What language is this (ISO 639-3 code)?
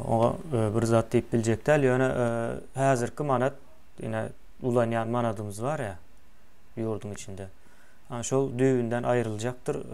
tuk